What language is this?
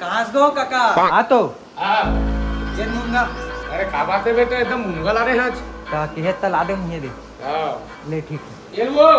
Chhattisgarhi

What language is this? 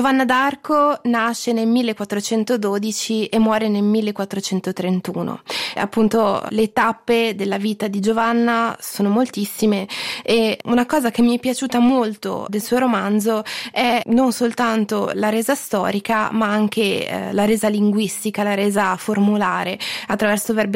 Italian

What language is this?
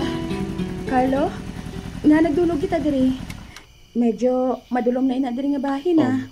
Hiligaynon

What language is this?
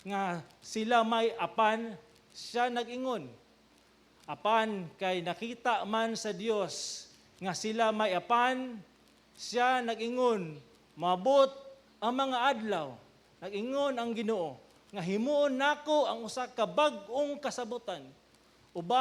Cebuano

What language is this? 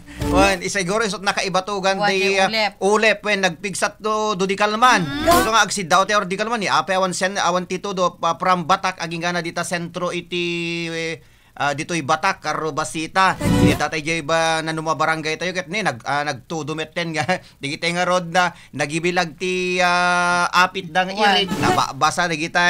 Iloko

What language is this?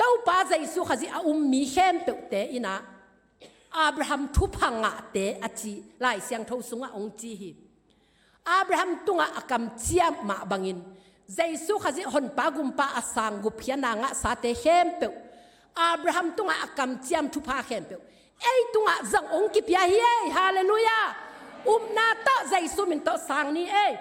Tedim Chin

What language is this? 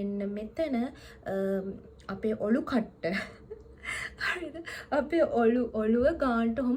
Sinhala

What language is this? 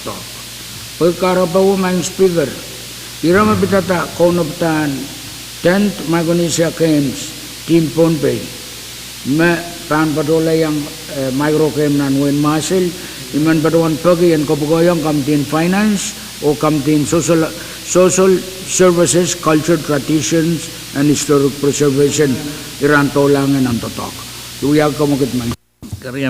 Pohnpeian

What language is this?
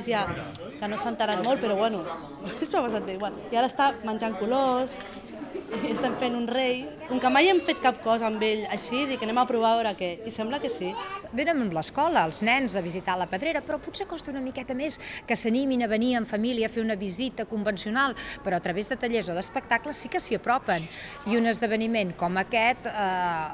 Catalan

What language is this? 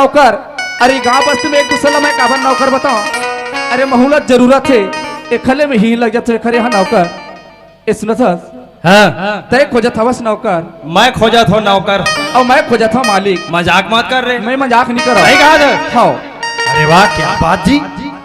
Chhattisgarhi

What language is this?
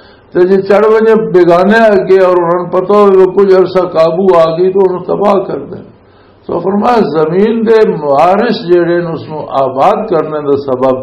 Western Panjabi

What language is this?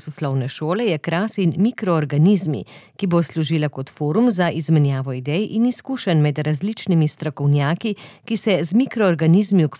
Slovenian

